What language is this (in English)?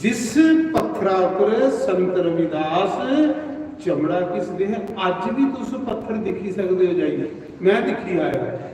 Dogri